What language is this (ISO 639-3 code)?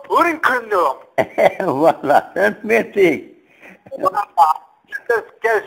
kab